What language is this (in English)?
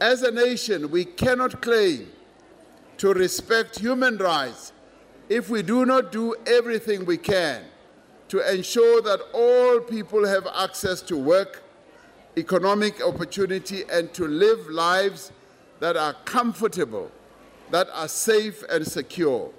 English